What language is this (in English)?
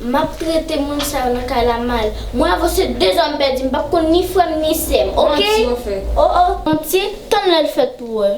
Haitian Creole